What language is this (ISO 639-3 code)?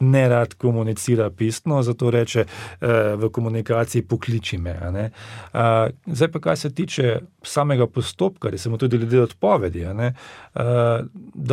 slv